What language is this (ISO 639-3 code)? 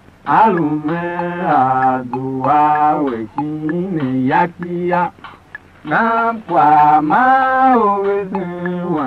tiv